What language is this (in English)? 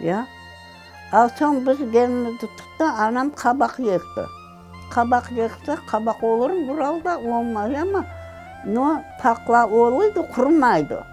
Crimean Tatar